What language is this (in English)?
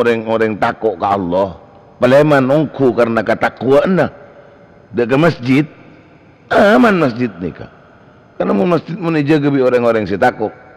Madurese